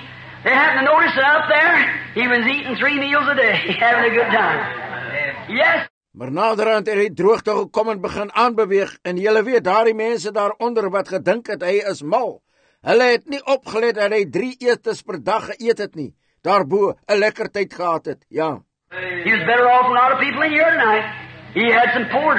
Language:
Afrikaans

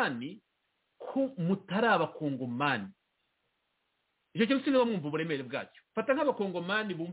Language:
Kinyarwanda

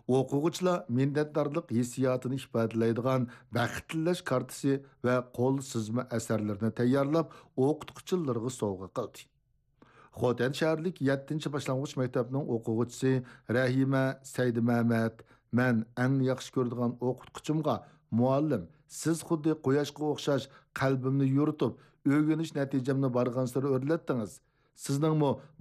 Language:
Uyghur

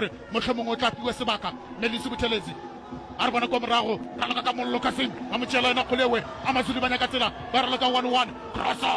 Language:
Northern Sotho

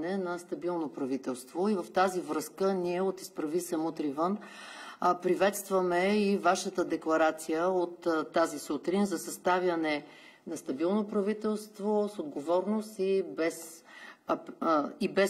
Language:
Bulgarian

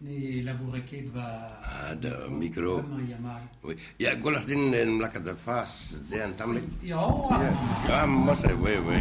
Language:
Breton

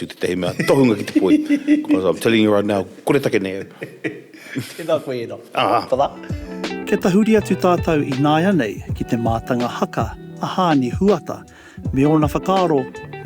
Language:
Māori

